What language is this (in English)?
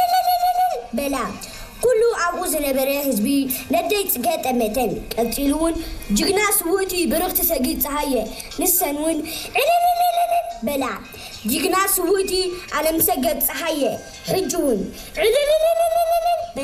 Tigrinya